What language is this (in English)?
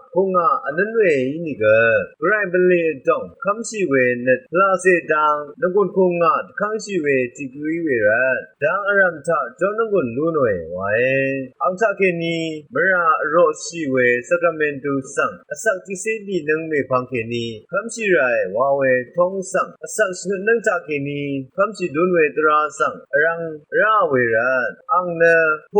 Rawang